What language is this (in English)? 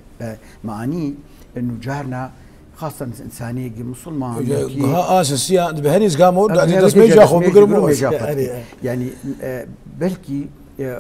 Kurdish